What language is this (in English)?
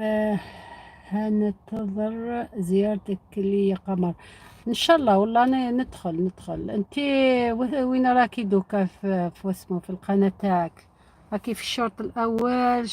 Algerian Arabic